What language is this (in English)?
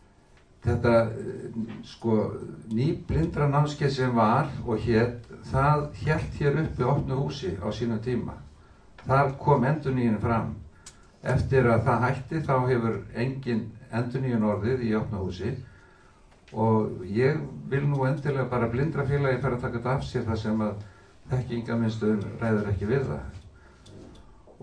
Icelandic